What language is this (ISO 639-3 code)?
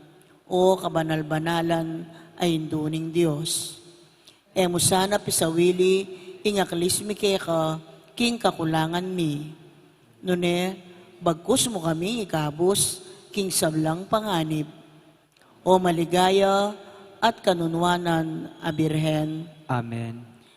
pam